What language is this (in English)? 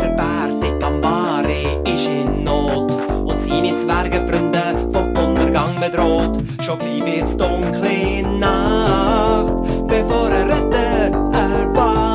Swiss German